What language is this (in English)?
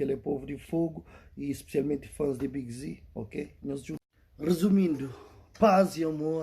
Kabuverdianu